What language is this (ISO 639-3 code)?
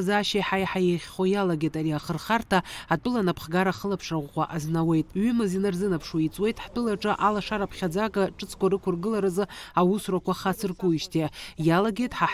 abk